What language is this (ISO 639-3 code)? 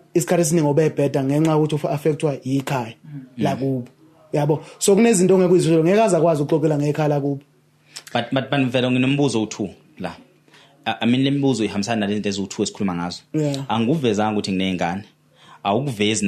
zul